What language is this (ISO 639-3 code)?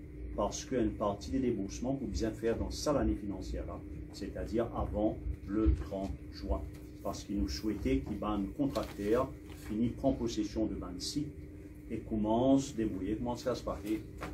mfe